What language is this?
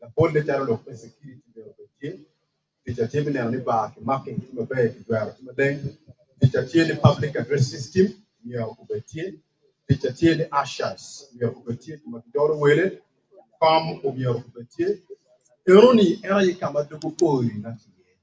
Acoli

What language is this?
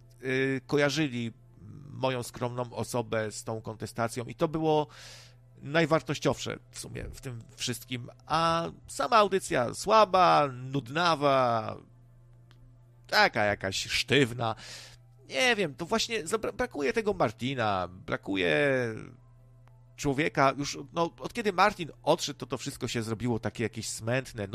Polish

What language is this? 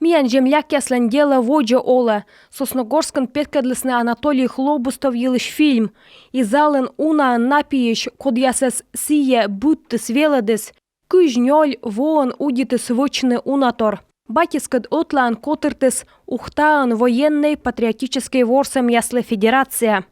Komi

